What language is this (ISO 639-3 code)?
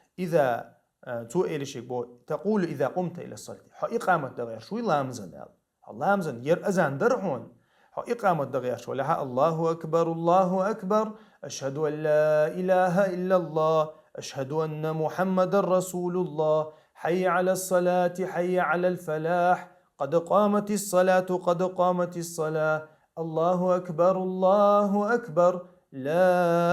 che